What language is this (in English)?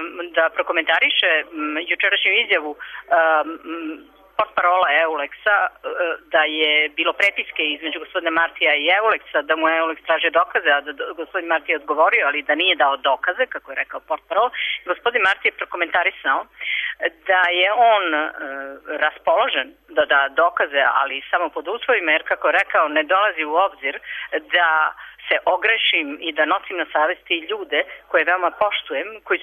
Serbian